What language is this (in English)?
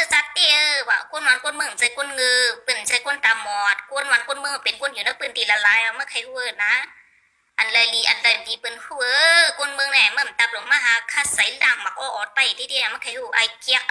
Shan